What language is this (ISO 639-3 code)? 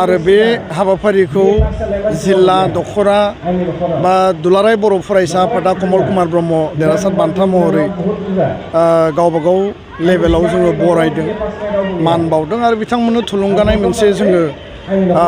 brx